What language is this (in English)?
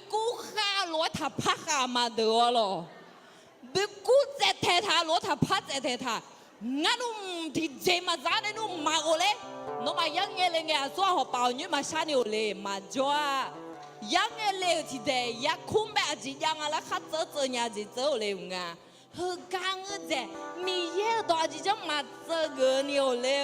Akha